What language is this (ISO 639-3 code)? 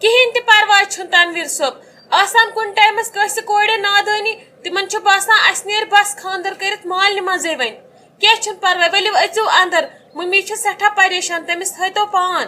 kas